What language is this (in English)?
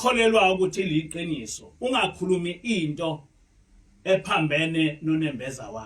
Zulu